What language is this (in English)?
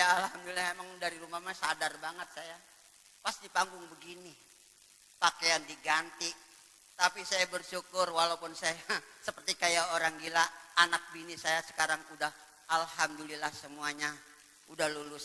Betawi